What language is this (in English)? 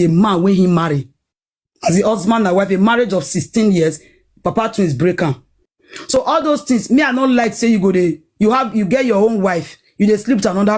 Nigerian Pidgin